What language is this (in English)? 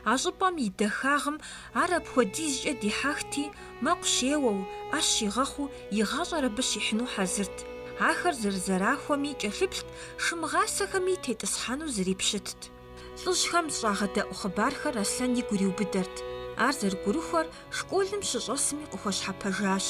Kabardian